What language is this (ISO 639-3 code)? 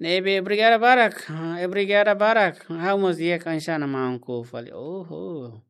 tet